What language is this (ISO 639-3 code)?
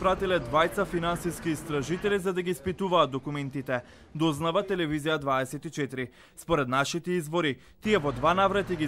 mkd